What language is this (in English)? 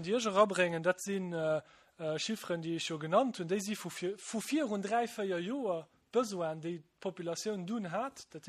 Luxembourgish